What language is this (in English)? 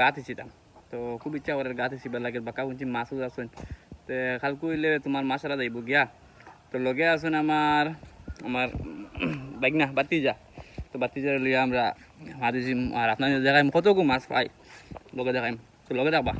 Sylheti